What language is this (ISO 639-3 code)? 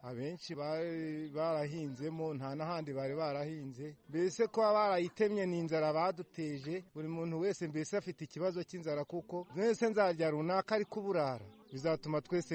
kin